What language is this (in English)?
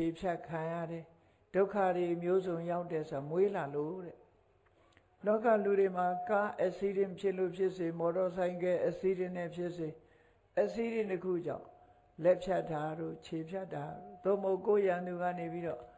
Burmese